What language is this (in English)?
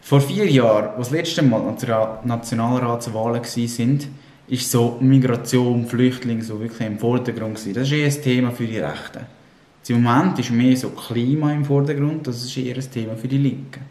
Swiss German